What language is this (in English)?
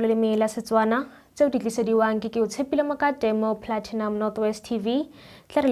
Tswana